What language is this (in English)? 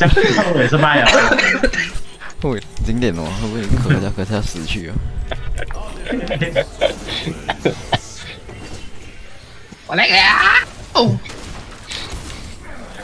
Chinese